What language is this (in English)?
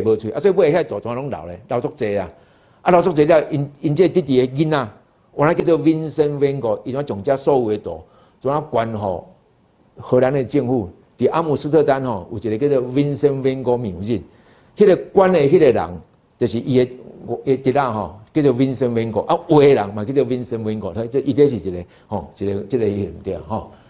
Min Nan Chinese